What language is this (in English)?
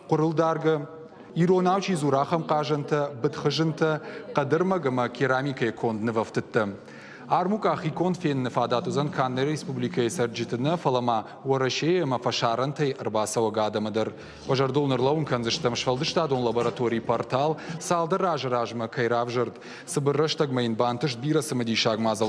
Ossetic